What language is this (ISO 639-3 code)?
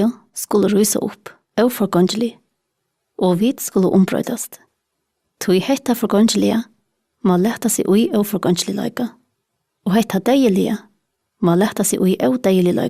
fao